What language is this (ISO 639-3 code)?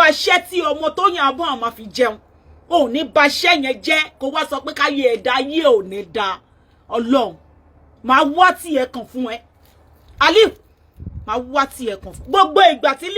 yor